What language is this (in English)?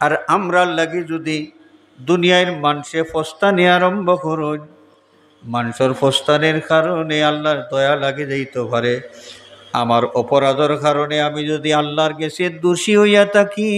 Sylheti